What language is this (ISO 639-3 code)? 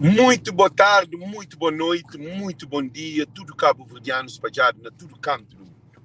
kea